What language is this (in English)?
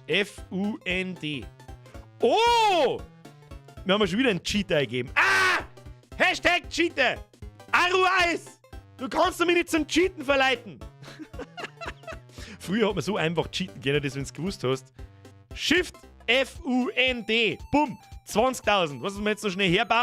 Bavarian